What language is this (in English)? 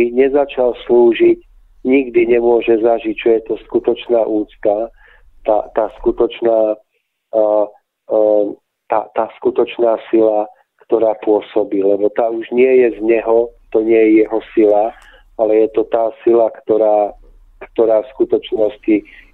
Slovak